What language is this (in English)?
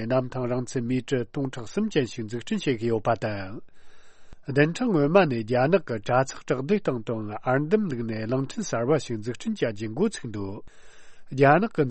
Tibetan